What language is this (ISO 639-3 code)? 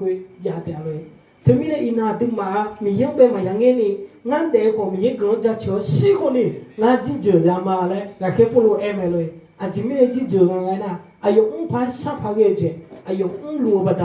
ahk